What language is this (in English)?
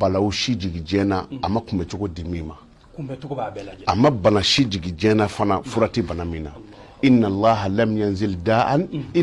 Bambara